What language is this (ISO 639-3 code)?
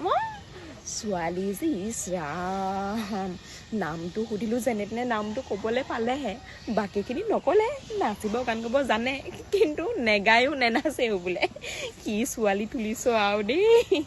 asm